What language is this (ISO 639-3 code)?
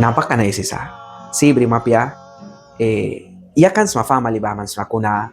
miq